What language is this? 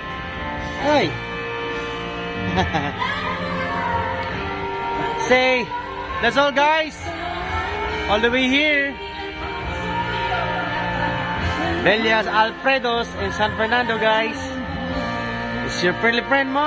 Filipino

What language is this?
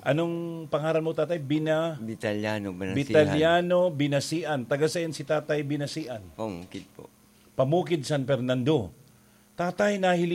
Bikol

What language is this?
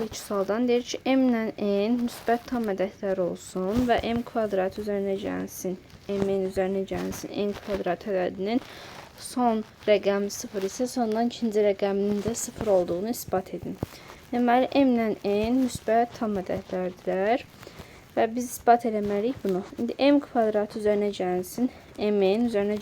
Azerbaijani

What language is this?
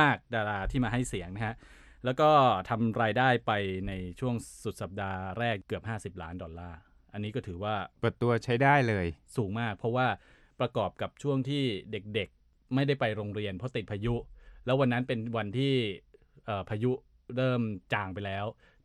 Thai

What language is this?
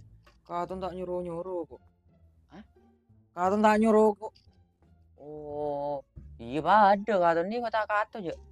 Madurese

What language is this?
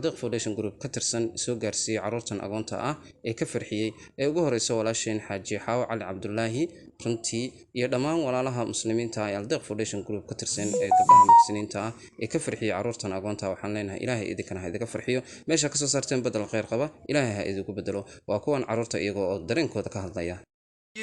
Somali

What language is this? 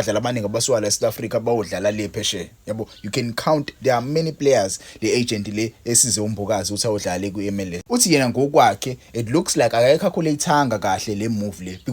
Zulu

